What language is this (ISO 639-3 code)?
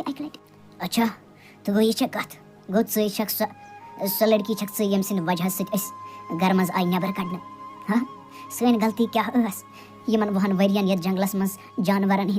kas